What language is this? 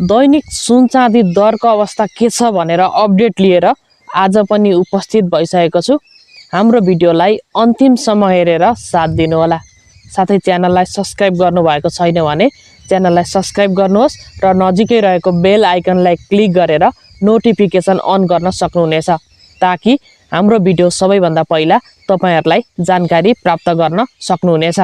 Nepali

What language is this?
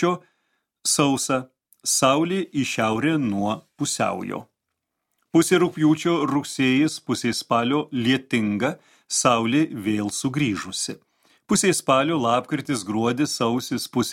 Lithuanian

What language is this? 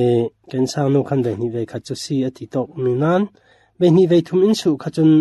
Falam Chin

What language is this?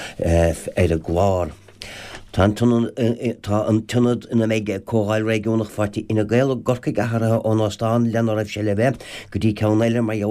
Irish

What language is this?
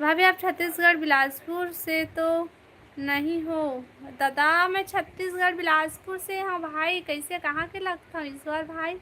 Chhattisgarhi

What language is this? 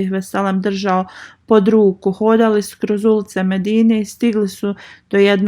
Bosnian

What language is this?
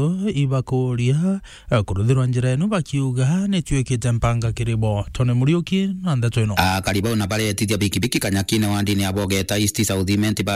Meru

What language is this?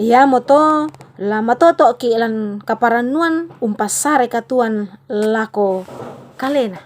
Toraja-Sa'dan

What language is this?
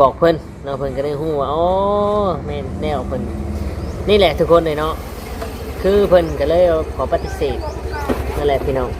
Northeastern Thai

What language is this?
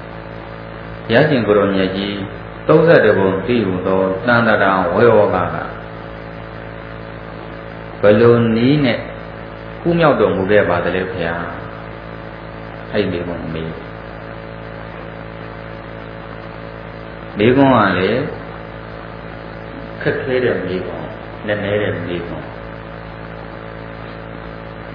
Burmese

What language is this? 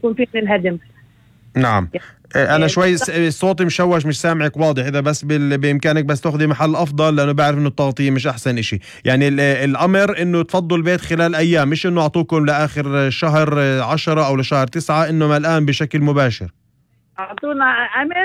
North Levantine Arabic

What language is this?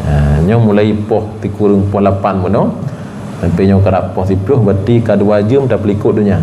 Achinese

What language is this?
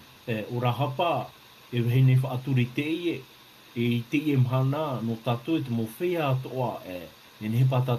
Tahitian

